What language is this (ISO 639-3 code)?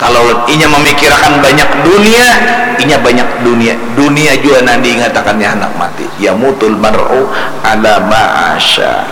bjn